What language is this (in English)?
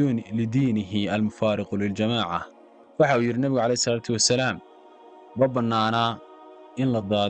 Somali